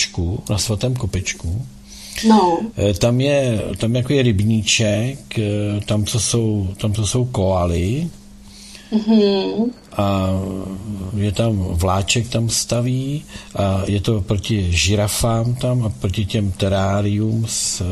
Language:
Czech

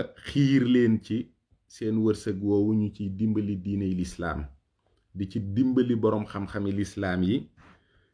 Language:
Wolof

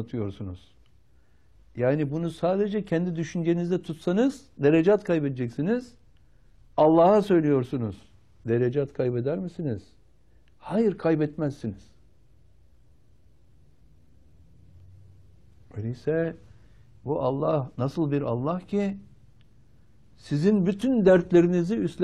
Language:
Turkish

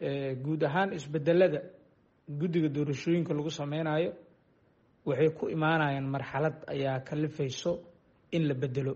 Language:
Somali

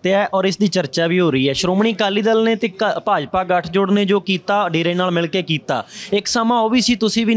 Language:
Punjabi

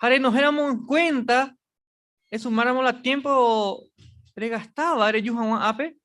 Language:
Guarani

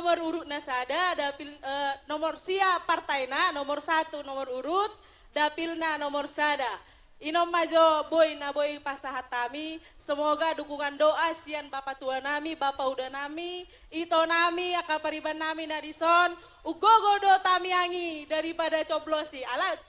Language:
Batak Toba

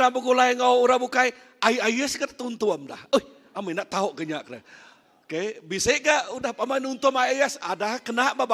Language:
Iban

